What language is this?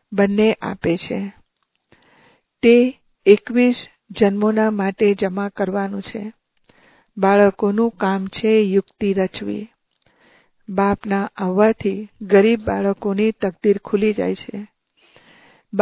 Gujarati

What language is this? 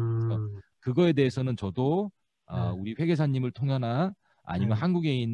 Korean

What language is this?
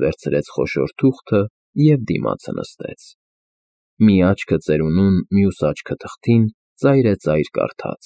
Armenian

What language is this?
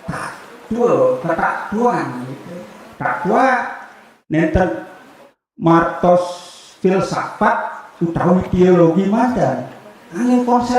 Balinese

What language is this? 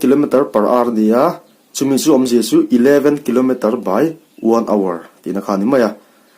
Mizo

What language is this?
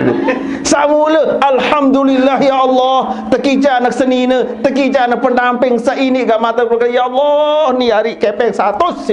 Sasak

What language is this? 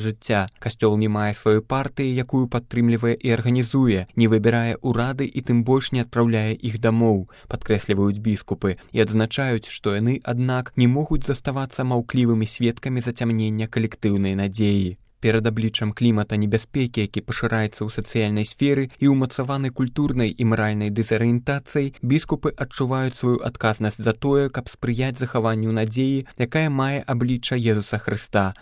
Belarusian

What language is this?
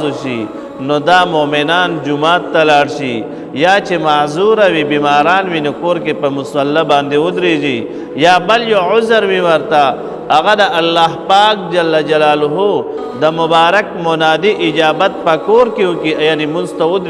Pashto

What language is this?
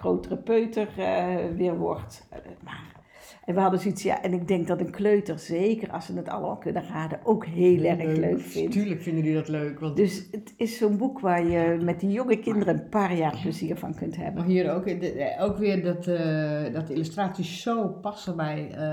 Dutch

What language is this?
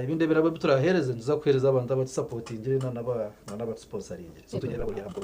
Nyankole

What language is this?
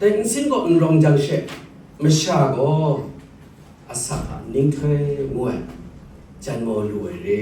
Kachin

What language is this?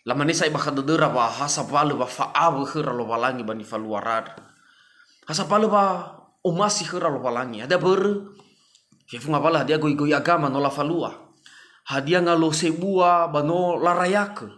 Nias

